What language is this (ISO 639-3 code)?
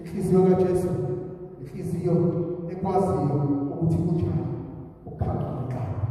zul